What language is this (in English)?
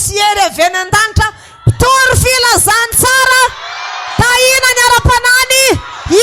Malagasy